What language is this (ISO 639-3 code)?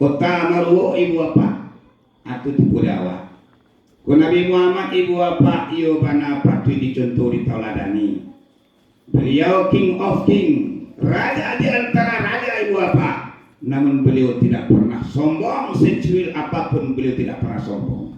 min